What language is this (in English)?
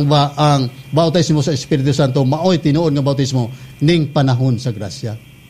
Cebuano